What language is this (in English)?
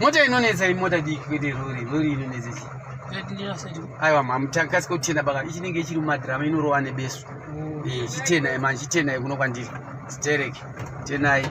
Shona